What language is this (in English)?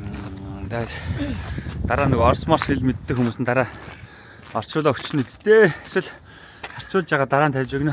Mongolian